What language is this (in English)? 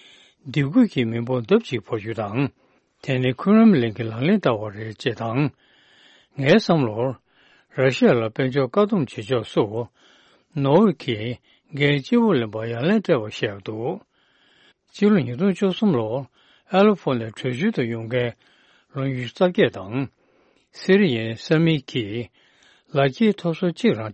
Tibetan